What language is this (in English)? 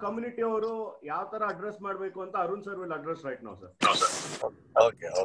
Kannada